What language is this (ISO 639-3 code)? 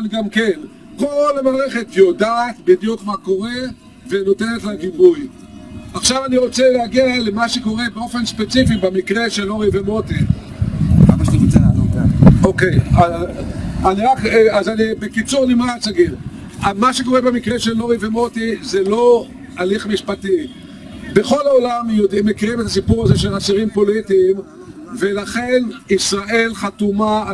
heb